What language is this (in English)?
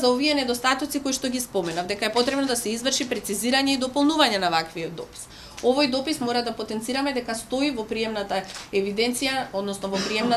Macedonian